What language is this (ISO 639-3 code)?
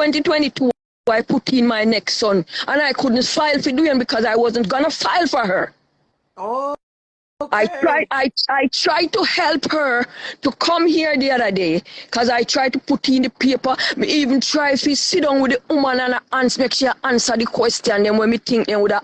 jam